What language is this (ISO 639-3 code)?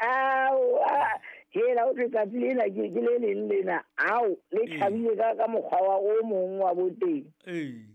sot